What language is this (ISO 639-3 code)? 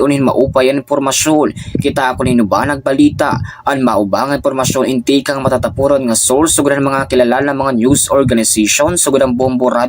war